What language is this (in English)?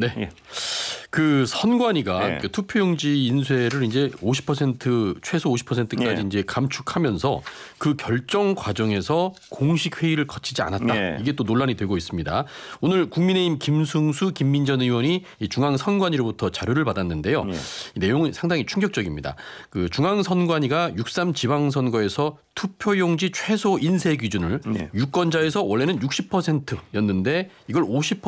Korean